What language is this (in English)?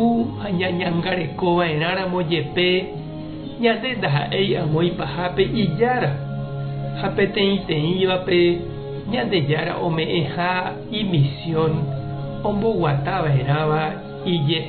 Guarani